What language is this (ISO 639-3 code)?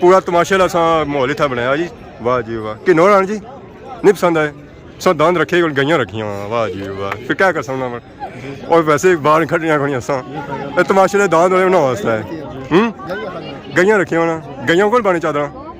phr